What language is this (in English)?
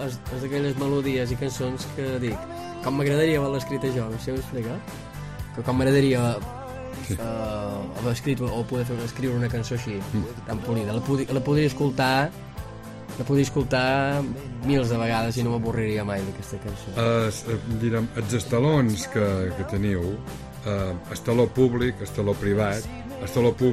Catalan